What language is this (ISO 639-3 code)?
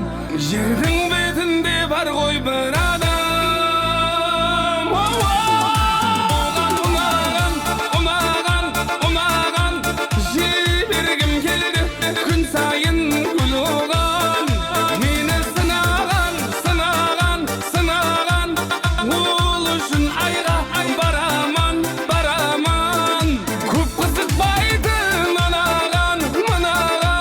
kaa